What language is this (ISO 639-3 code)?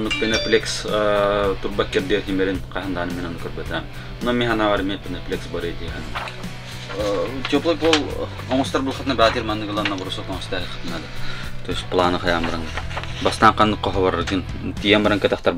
sah